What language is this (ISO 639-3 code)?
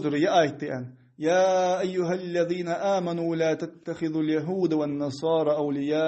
inh